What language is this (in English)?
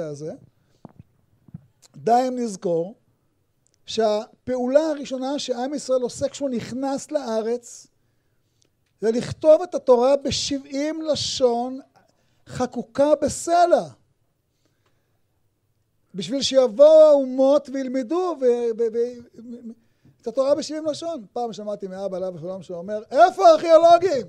Hebrew